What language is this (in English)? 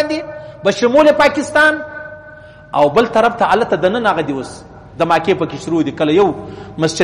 Pashto